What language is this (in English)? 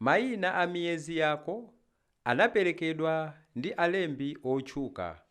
Nyanja